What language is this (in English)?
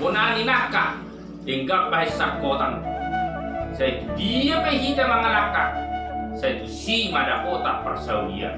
Batak Toba